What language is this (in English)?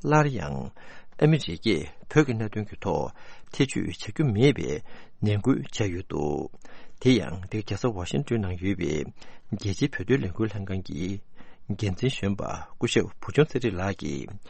Tibetan